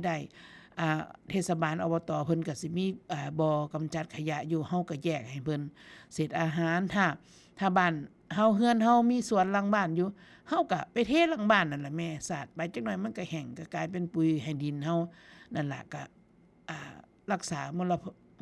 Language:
Northeastern Thai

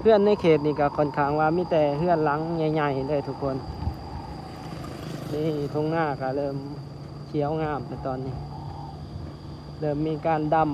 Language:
Lao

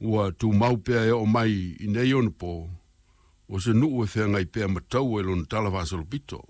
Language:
Samoan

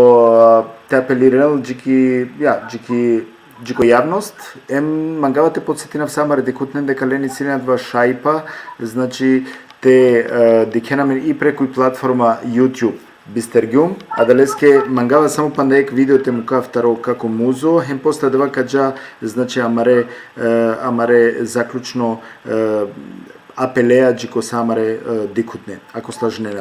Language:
Balkan Romani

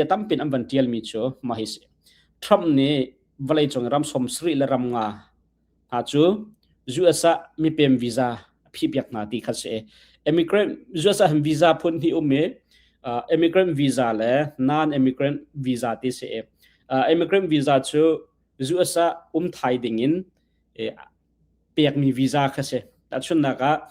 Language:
Hakha Chin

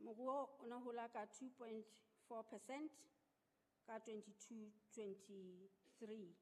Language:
Southern Sotho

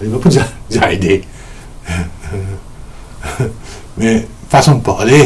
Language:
Morisyen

